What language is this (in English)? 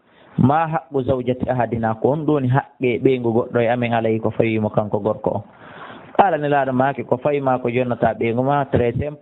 Fula